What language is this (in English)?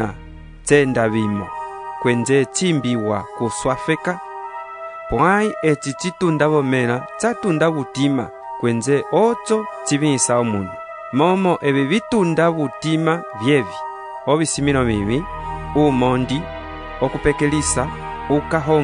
Umbundu